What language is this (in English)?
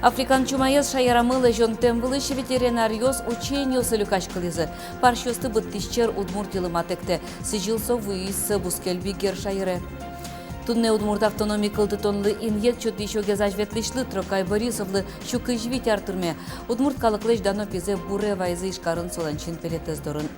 Udmurt